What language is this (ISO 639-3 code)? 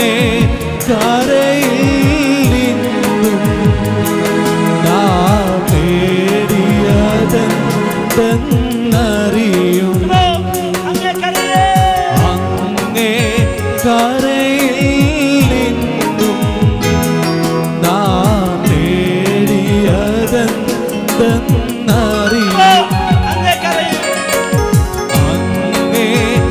mal